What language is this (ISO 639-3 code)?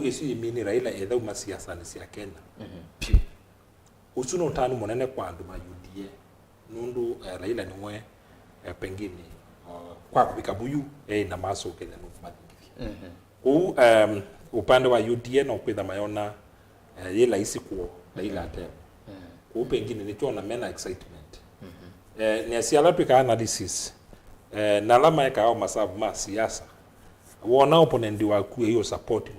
kam